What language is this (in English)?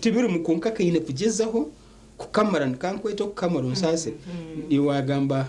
Nyankole